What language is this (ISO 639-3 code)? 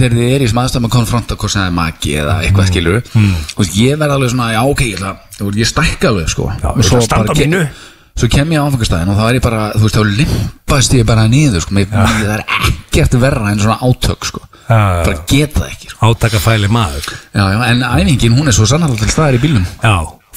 isl